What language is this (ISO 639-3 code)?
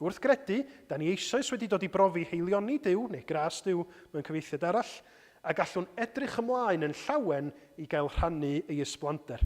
cym